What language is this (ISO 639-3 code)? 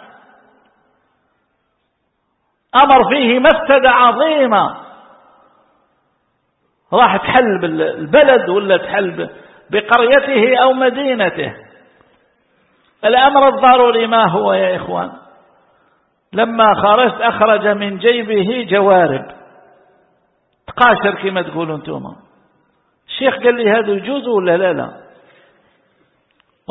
ara